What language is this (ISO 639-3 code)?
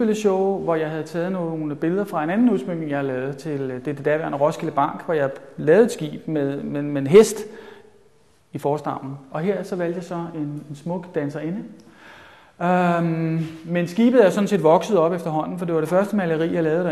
dan